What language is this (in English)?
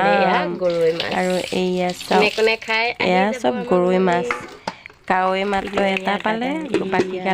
Assamese